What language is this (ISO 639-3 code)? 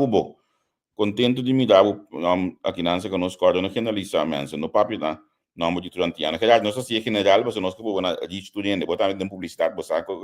pap